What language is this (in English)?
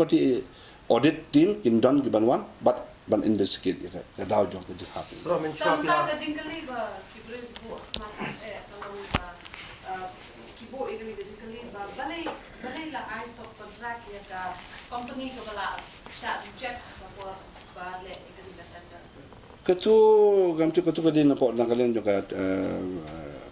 Khasi